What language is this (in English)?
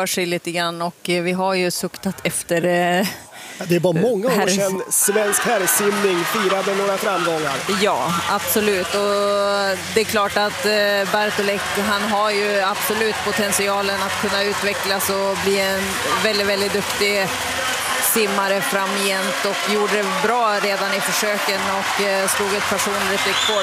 Swedish